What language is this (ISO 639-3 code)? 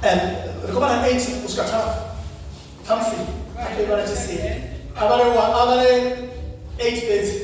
ven